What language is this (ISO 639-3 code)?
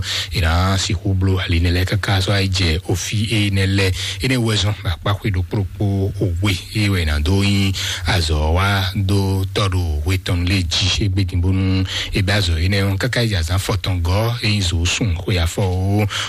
fon